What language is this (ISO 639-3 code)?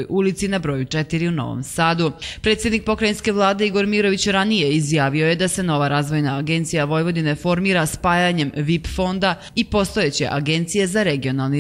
srp